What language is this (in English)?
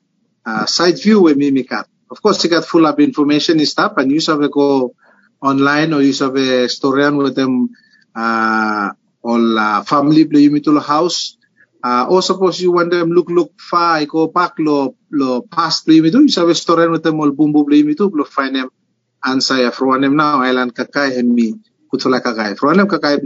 Bislama